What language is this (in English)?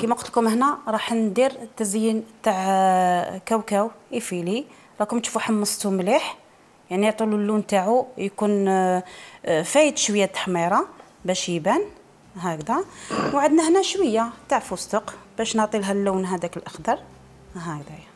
Algerian Arabic